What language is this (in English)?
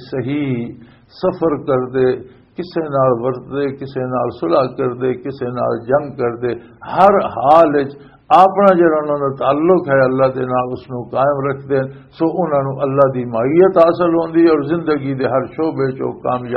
Western Panjabi